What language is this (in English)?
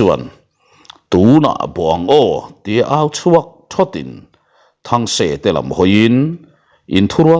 Mizo